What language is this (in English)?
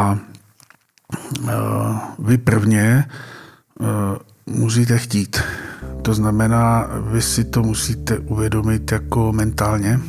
Czech